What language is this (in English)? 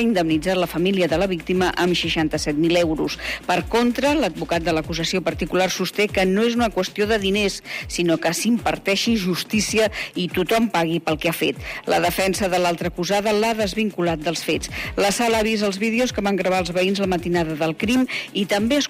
Catalan